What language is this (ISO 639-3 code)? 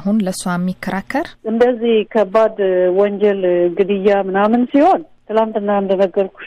amh